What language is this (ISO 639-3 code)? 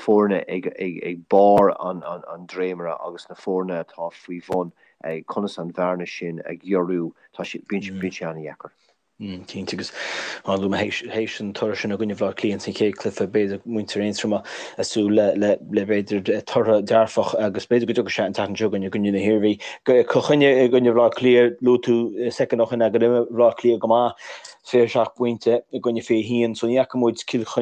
gle